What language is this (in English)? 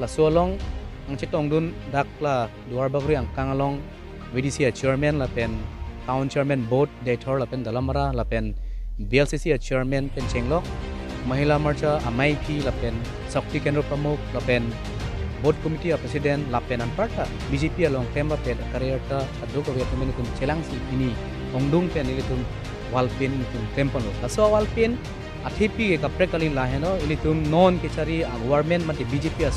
Karbi